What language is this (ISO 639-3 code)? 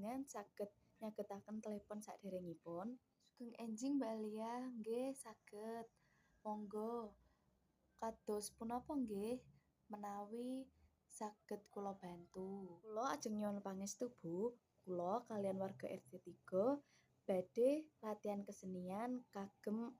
jav